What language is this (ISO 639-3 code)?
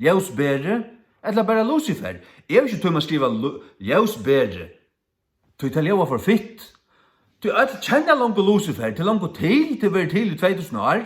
fao